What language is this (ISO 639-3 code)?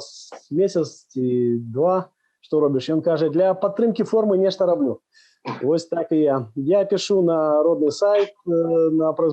bel